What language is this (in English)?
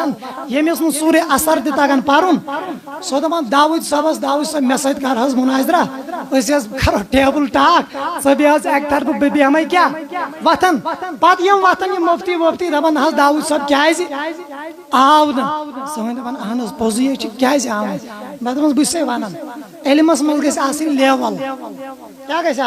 Kashmiri